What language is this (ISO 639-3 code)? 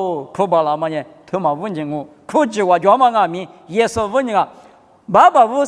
lis